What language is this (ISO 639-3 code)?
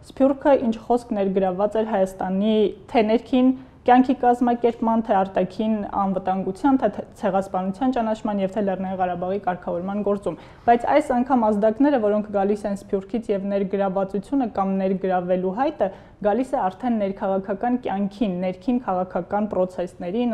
hye